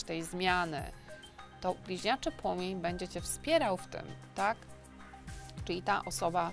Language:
Polish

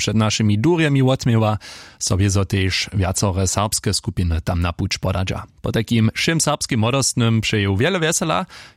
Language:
Upper Sorbian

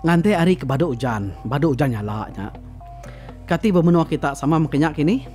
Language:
Iban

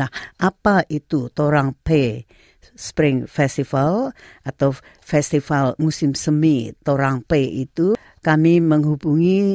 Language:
Indonesian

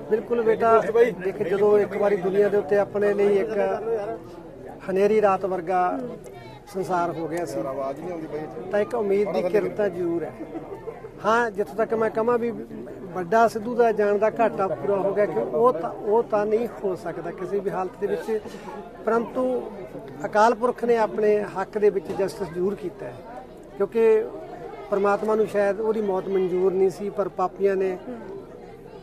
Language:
Punjabi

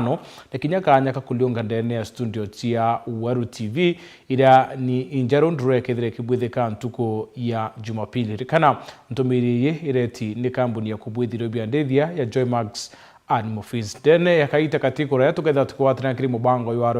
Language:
Meru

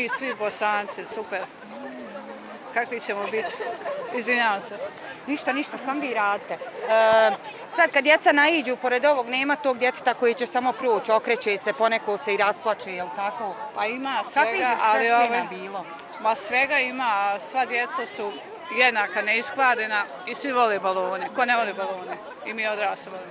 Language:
Bosnian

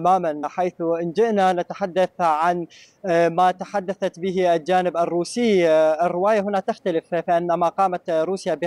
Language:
Arabic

